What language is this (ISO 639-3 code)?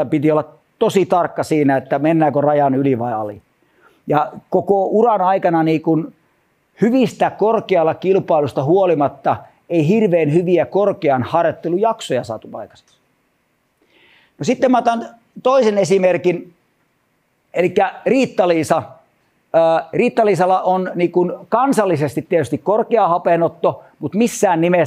fin